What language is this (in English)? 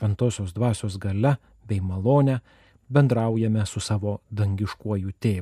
Lithuanian